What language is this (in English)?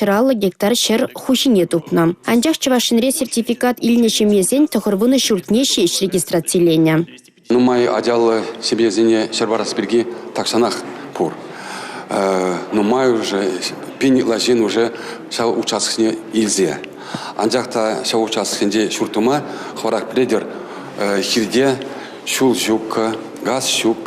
Chuvash